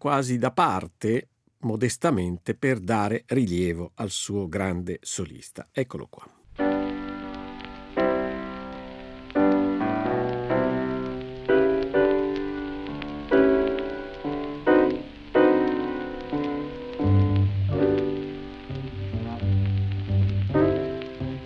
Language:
Italian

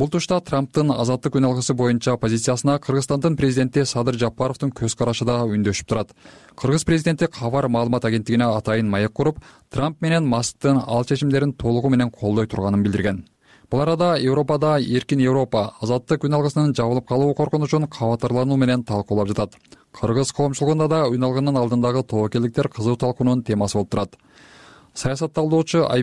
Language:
Kyrgyz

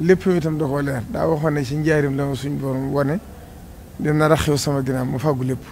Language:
Wolof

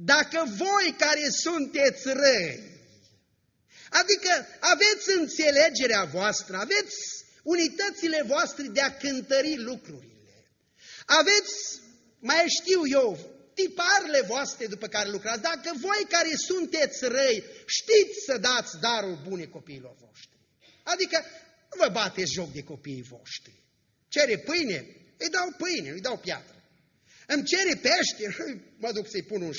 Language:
Romanian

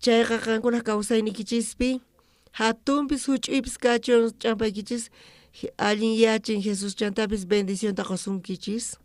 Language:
South Bolivian Quechua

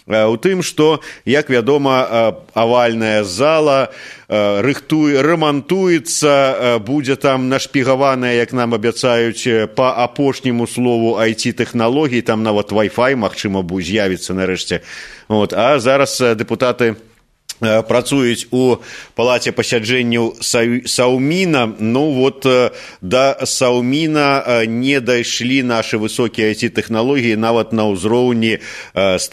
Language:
Belarusian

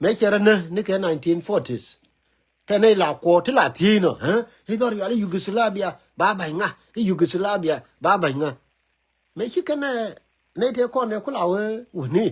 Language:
Nuer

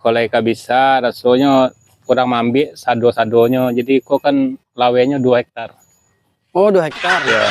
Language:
Minangkabau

